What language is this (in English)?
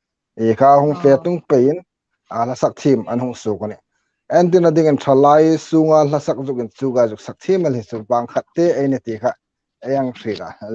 Hmar